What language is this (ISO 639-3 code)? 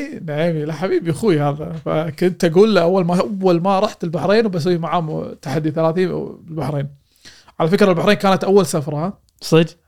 afb